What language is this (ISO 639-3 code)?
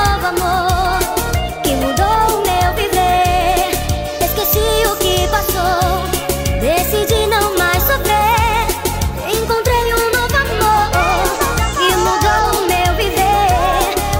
por